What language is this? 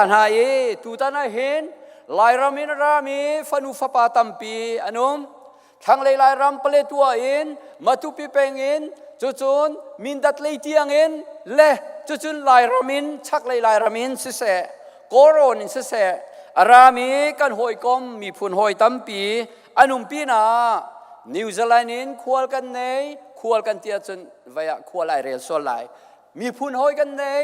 Hakha Chin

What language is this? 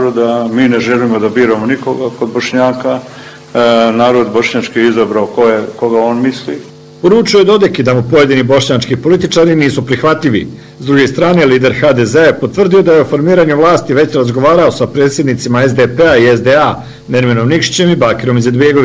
Bosnian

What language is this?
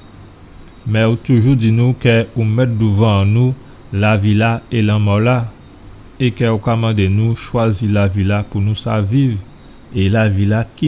Guadeloupean Creole French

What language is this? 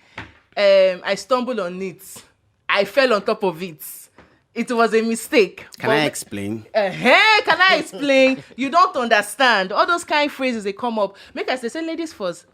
Nigerian Pidgin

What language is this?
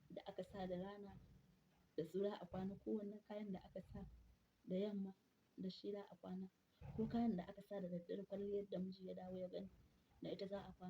Hausa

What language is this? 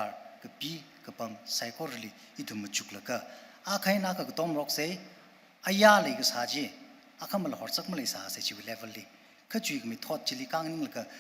Tangkhul Naga (India)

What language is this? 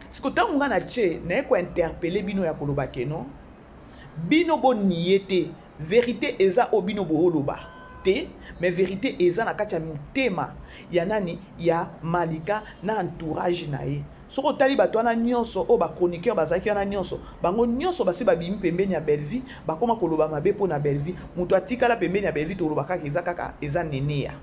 Lingala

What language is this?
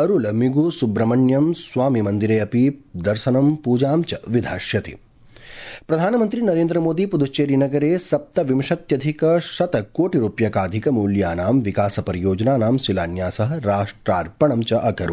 Sanskrit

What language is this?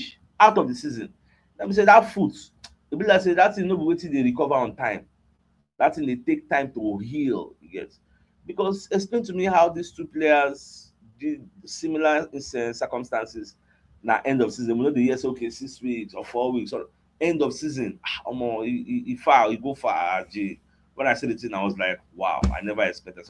Nigerian Pidgin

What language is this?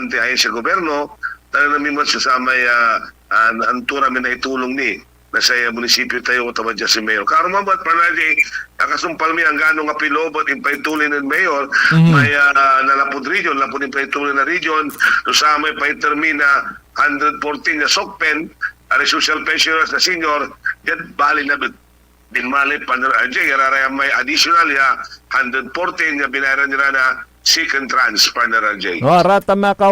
Pangasinan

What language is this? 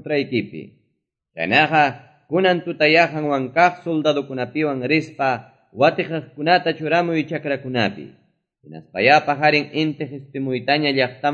Quechua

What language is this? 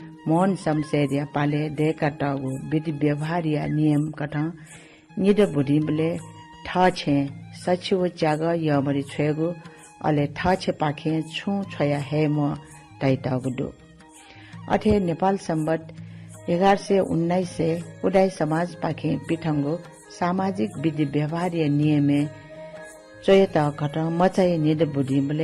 Newari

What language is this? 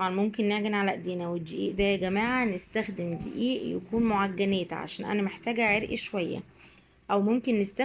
Egyptian Arabic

